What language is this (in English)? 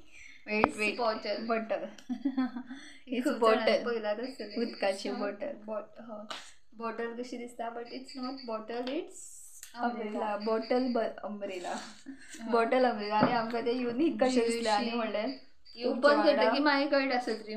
Konkani